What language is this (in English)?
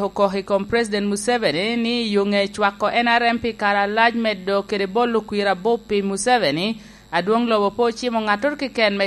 Lango (Uganda)